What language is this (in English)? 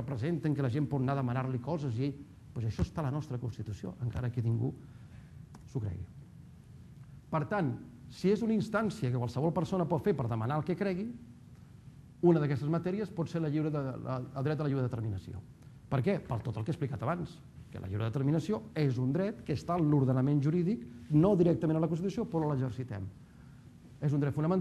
Catalan